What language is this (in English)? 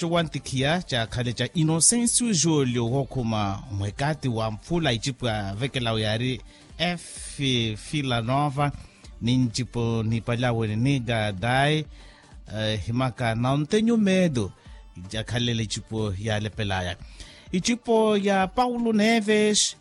Makhuwa